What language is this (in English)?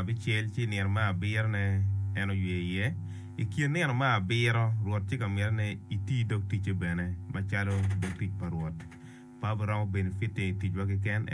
Acoli